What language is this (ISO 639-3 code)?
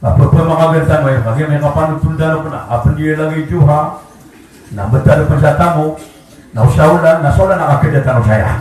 mrw